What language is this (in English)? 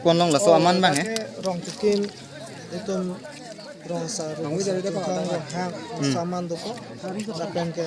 Karbi